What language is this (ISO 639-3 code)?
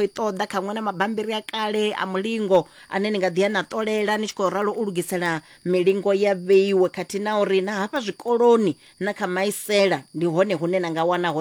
ven